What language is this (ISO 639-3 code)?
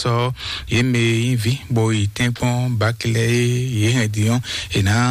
fon